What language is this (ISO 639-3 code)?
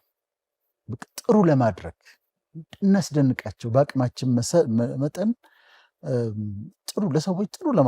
amh